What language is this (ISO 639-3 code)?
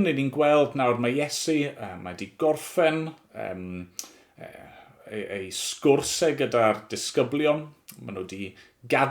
cym